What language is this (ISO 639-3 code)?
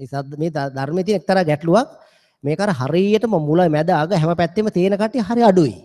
sin